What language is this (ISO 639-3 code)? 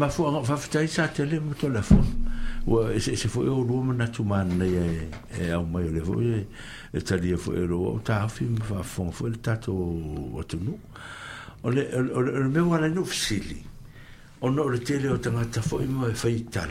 smo